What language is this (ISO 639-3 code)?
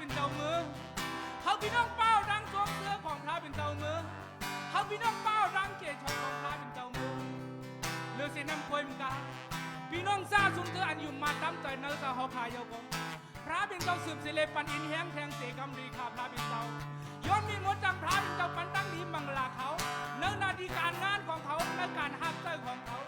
shn